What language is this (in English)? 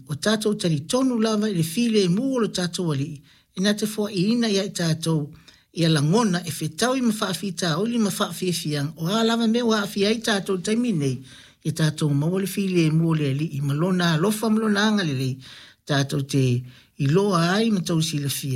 Samoan